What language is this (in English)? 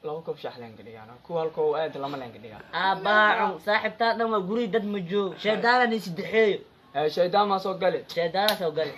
Somali